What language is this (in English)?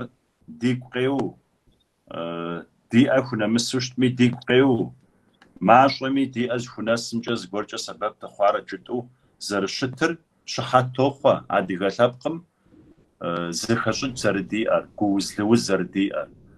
Kabardian